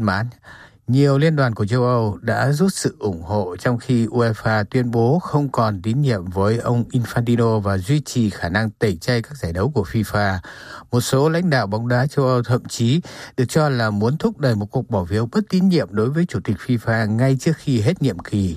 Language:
Vietnamese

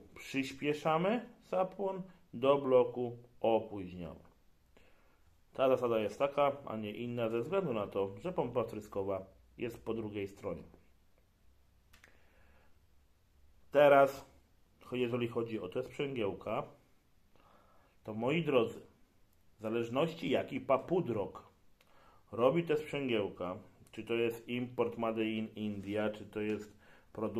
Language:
Polish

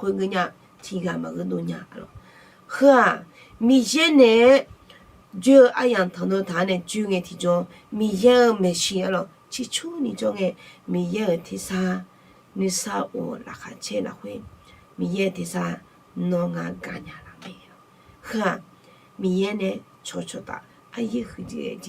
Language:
Akha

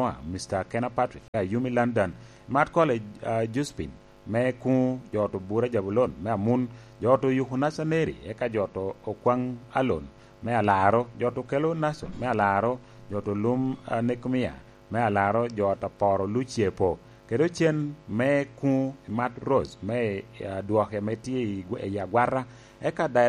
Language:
Lango (Uganda)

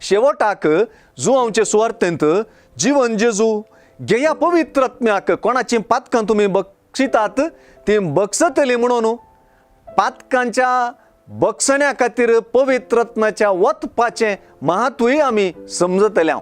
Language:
Konkani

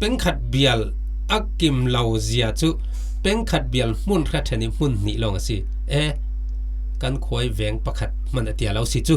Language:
Falam Chin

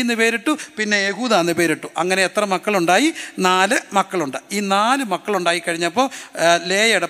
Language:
Malayalam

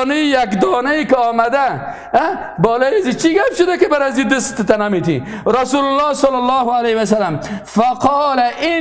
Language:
Persian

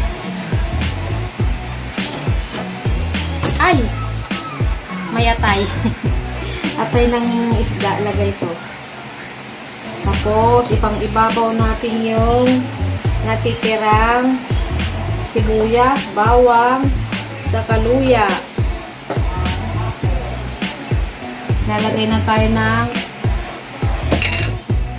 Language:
Filipino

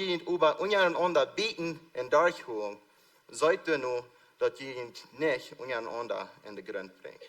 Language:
Plautdietsch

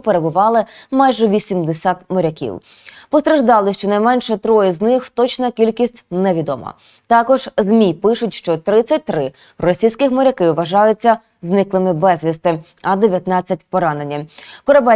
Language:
Ukrainian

